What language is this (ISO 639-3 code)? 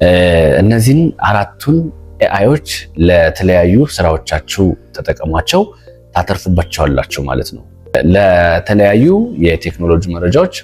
amh